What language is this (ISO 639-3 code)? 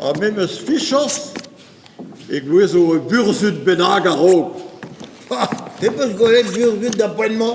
bre